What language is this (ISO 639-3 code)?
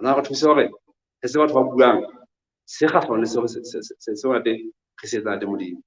sot